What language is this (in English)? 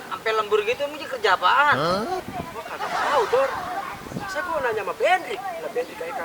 Betawi